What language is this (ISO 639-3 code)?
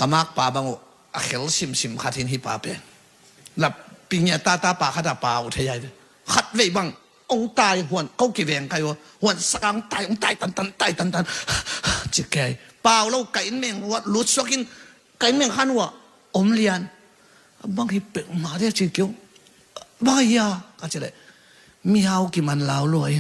ctd